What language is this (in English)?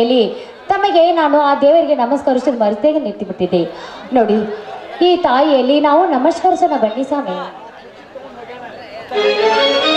Kannada